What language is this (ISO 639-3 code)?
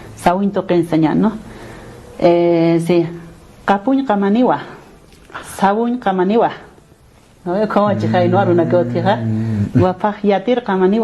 aym